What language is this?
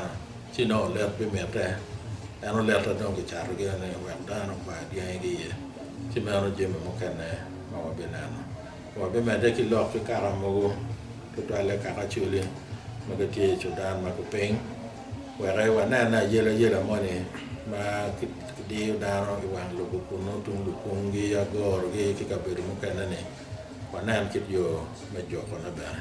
Acoli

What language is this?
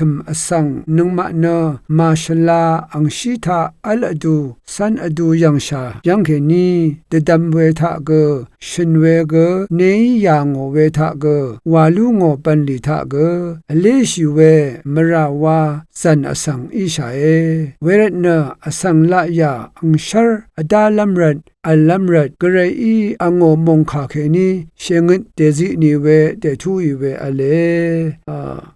Rawang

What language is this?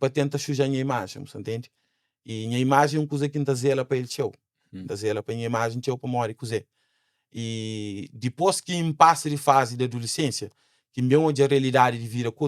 Kabuverdianu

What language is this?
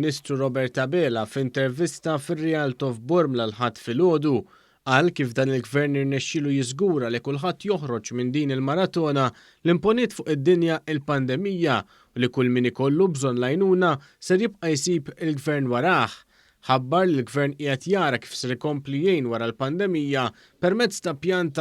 Maltese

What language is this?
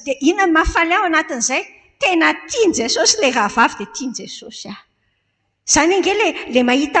Malagasy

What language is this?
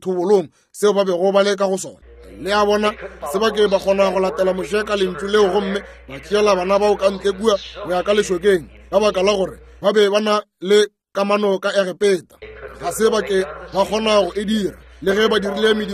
Northern Sotho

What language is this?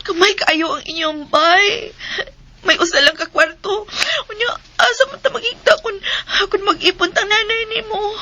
Cebuano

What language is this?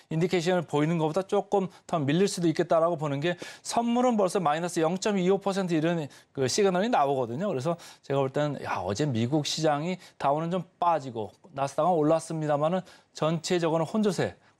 Korean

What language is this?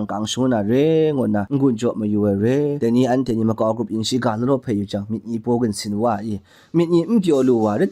Kachin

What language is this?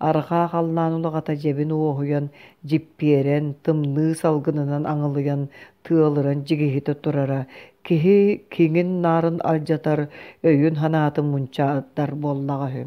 Yakut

